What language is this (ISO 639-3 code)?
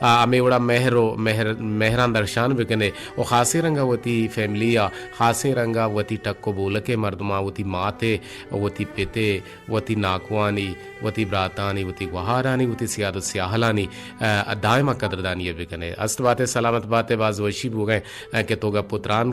bgp